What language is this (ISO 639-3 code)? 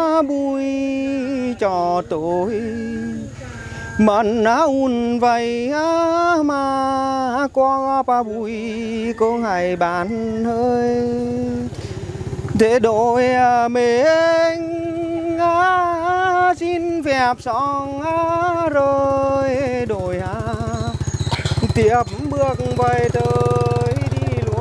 vie